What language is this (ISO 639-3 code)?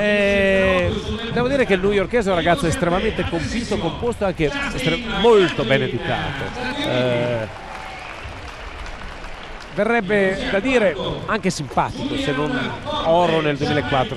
ita